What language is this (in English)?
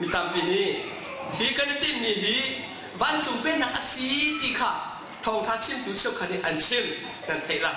Hakha Chin